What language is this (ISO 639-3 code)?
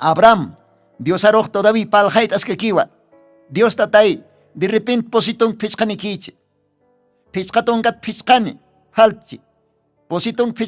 aym